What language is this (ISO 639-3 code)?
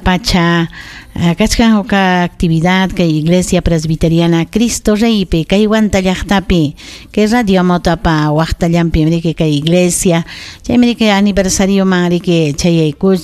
quy